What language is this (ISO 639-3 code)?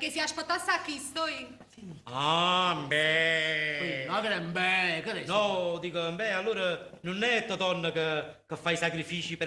nap